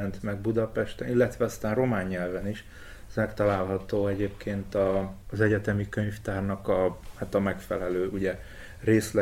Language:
Hungarian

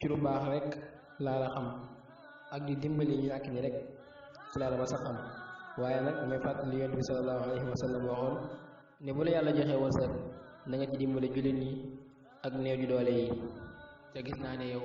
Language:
Wolof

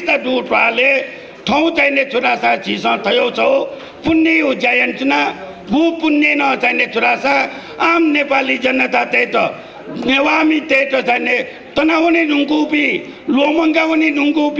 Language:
Newari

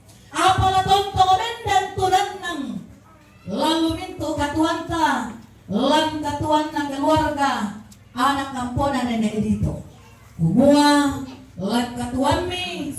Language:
Toraja-Sa'dan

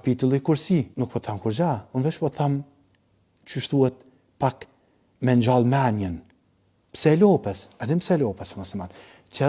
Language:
Albanian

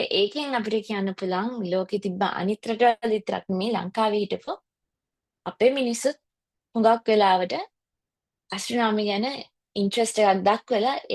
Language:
Sinhala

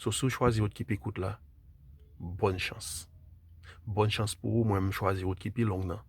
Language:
Haitian Creole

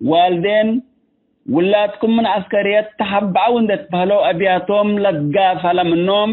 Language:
Tigre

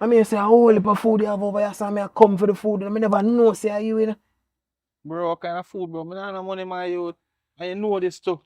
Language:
Jamaican Creole English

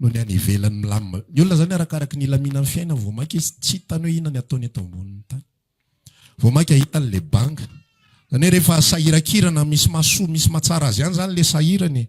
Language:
Malagasy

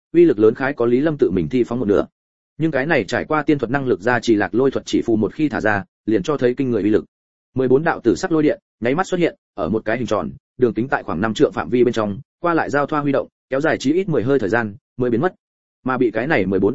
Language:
Vietnamese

